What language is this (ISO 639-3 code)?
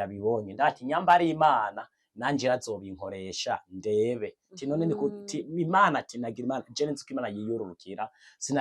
run